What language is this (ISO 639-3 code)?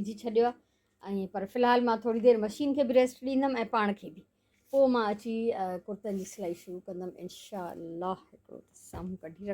snd